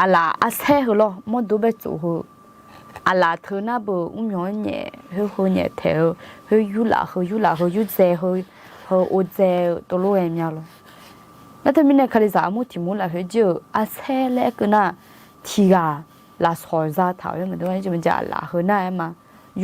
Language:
Akha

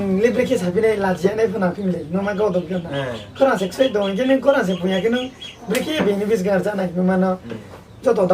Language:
Riang (India)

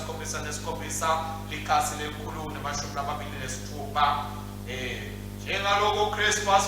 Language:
Swati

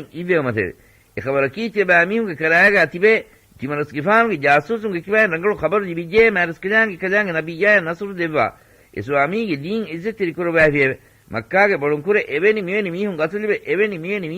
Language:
Divehi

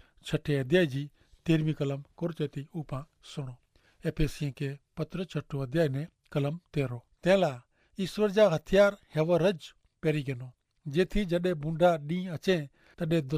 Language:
Kachhi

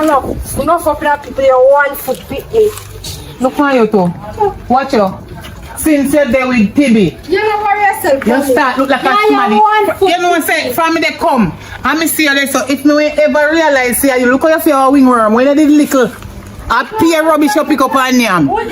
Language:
Jamaican Creole English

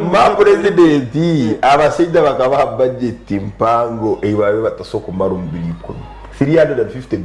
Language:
Nyankole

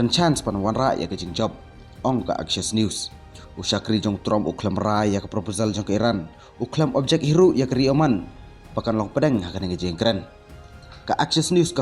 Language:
Khasi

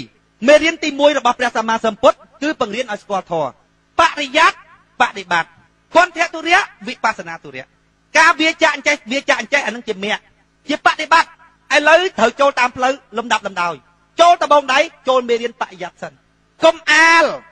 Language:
Khmer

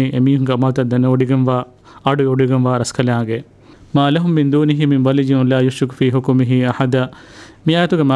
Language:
Divehi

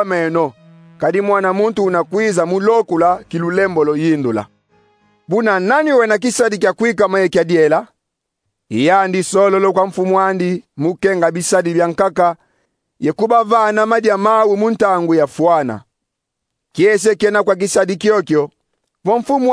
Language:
Kongo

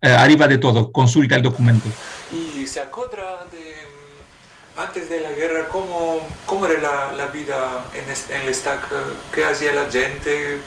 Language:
Ladino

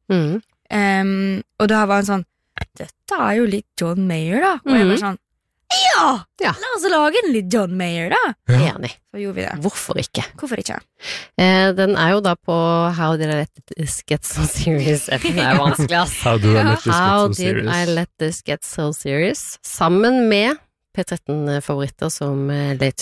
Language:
Norwegian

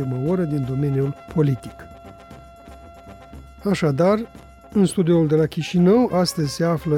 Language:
Romanian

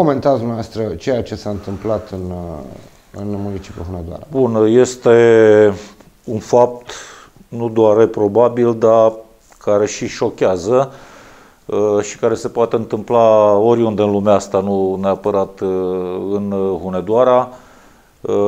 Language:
Romanian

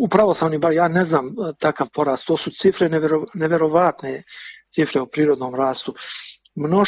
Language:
Bosnian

